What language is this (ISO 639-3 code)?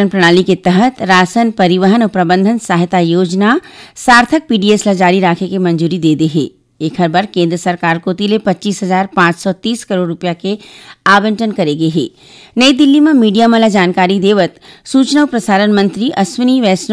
hne